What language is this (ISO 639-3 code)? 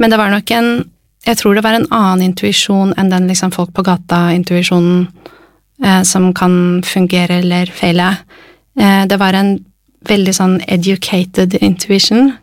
nor